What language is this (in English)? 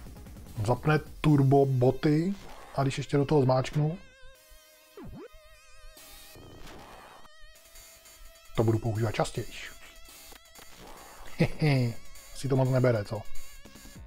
Czech